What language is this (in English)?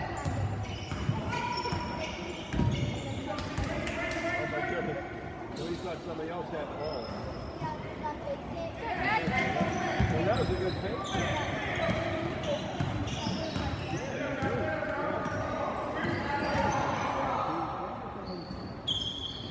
English